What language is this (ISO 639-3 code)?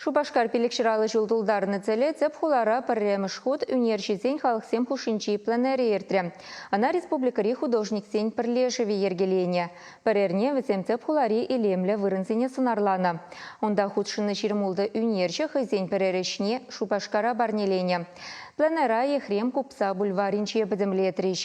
chv